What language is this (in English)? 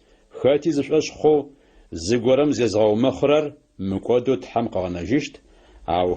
Adyghe